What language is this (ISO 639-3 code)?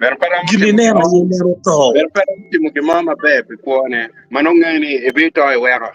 ach